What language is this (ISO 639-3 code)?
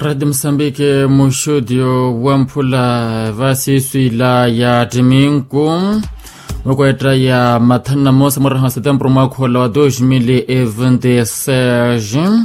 vmw